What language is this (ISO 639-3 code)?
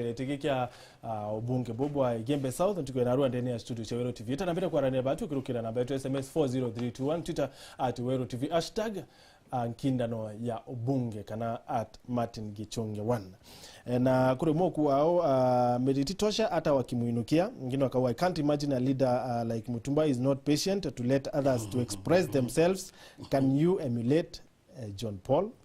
mer